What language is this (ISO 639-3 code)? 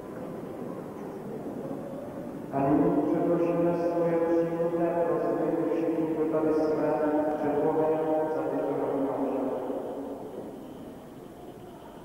ces